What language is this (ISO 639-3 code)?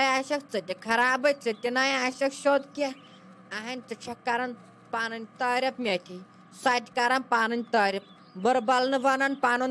kas